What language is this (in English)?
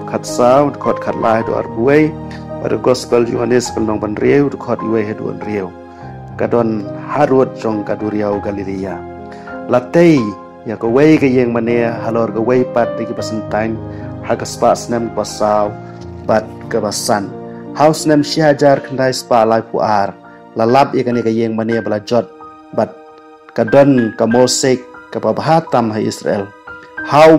Khasi